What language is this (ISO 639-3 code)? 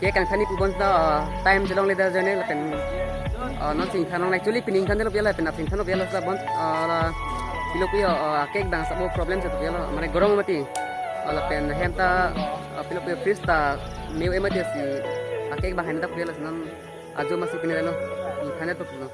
mjw